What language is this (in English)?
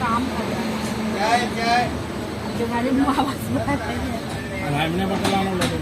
Sadri